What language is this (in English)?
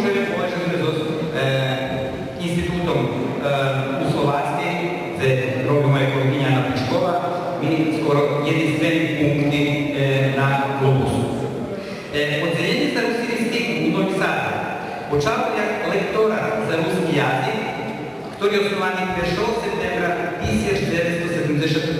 Rusyn